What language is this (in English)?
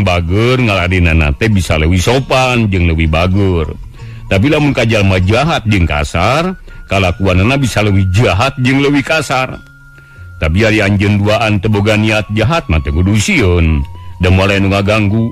Sundanese